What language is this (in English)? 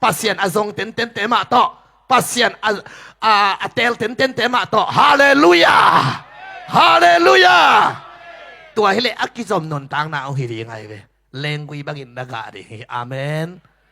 Tedim Chin